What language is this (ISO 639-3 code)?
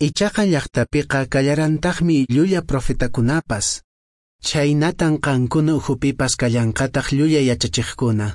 que